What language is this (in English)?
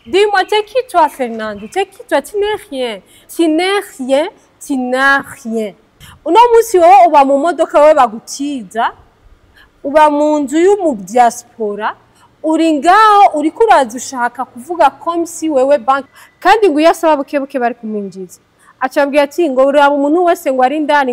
Rundi